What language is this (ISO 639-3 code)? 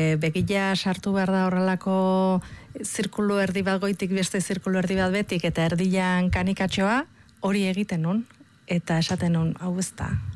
eus